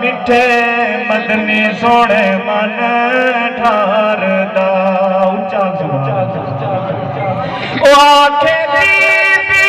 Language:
Saraiki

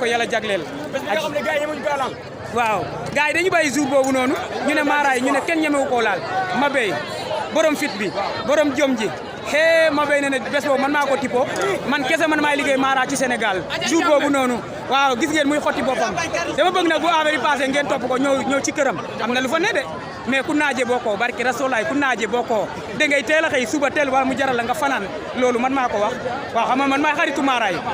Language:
Wolof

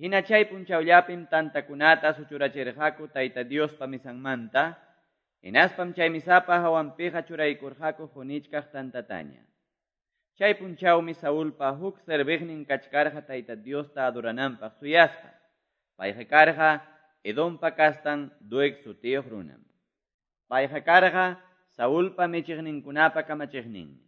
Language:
Quechua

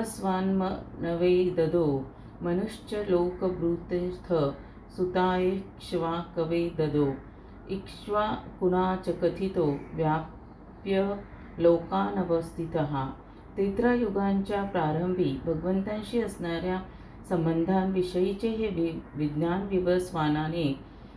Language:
Marathi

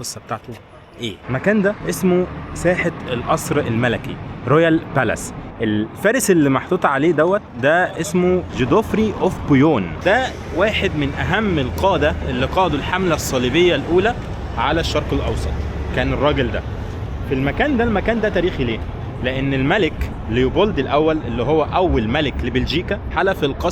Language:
Egyptian Arabic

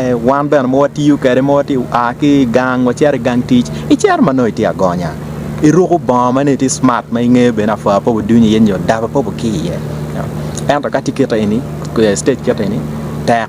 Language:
Acoli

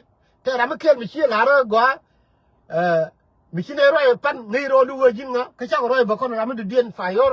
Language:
Nuer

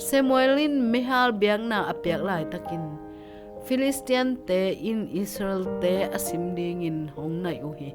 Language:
Tedim Chin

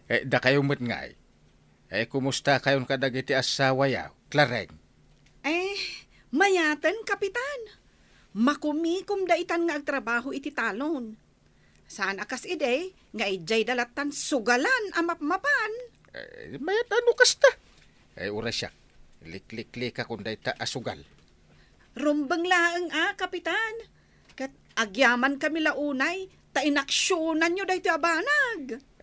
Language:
Iloko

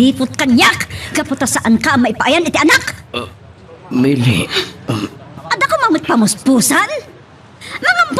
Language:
Iloko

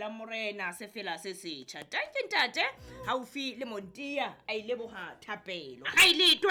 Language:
Southern Sotho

